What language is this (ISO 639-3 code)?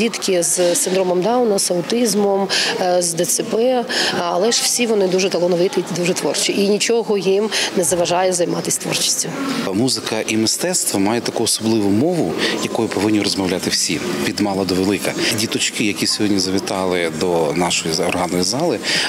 ukr